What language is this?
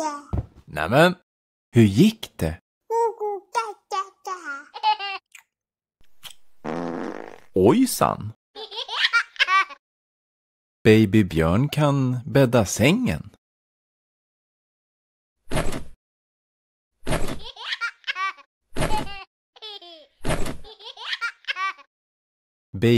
Swedish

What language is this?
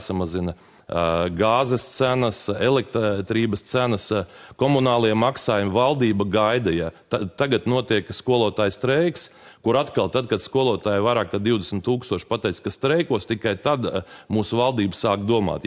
Latvian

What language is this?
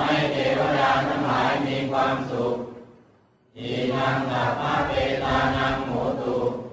Pali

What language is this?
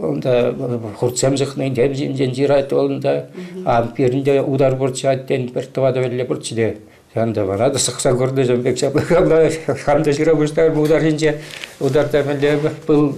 Chuvash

